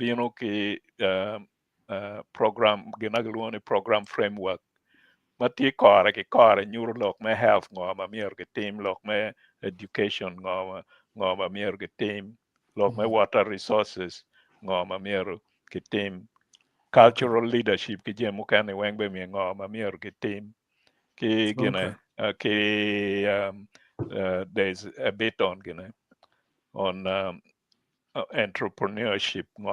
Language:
Acoli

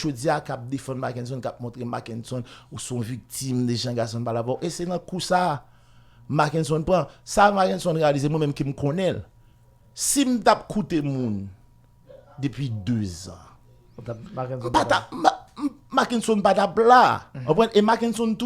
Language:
Haitian Creole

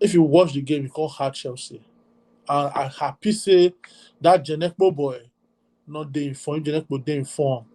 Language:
Nigerian Pidgin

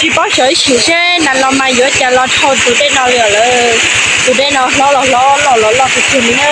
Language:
Hmong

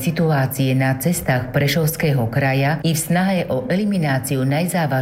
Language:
Slovak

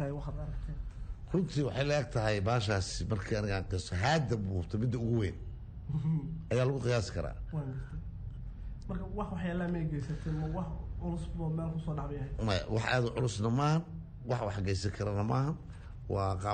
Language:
Somali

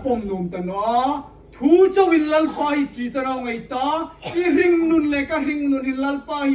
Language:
Hmar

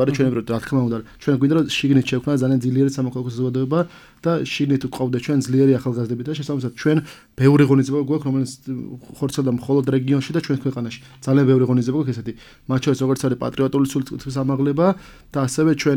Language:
Georgian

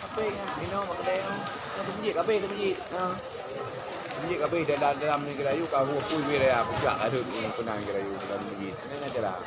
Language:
Achinese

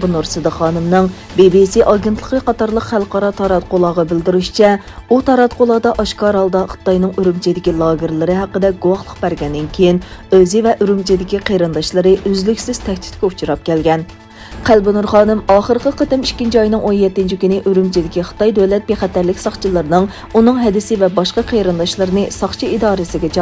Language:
Uyghur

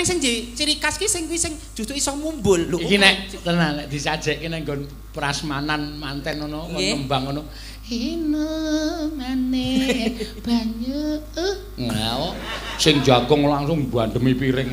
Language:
Javanese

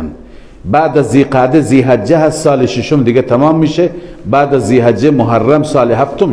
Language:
Persian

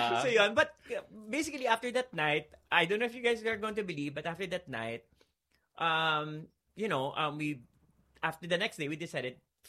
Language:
Filipino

